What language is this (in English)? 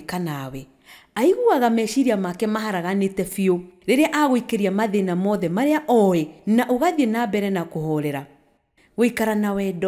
Kikuyu